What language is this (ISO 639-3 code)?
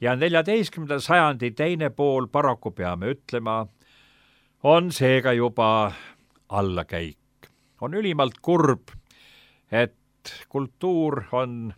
est